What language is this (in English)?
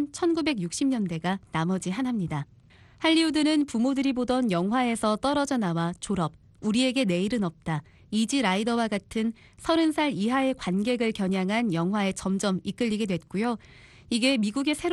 Korean